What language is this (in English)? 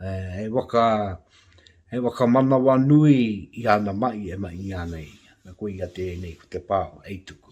Māori